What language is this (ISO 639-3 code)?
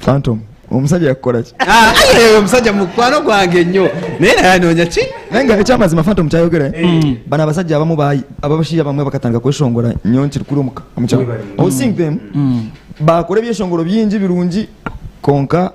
nyn